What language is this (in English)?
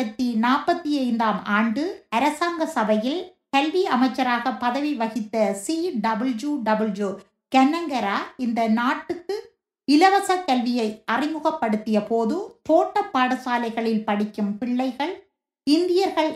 Tamil